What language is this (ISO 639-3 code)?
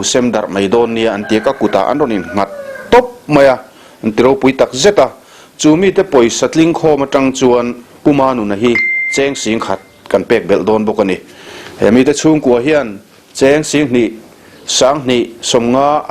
lus